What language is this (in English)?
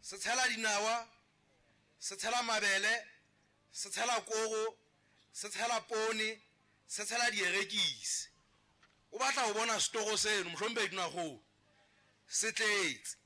Southern Sotho